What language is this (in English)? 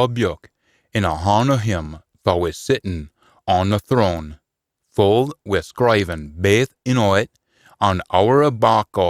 Scots